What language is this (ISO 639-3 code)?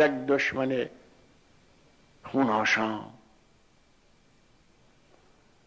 fas